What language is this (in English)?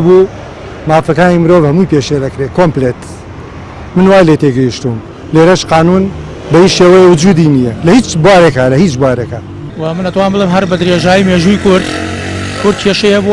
Central Kurdish